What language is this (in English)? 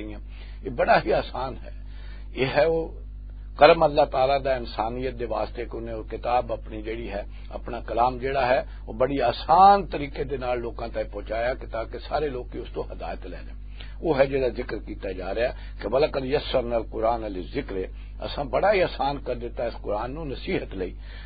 Western Panjabi